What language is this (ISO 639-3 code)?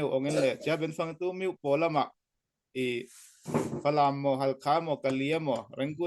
cfm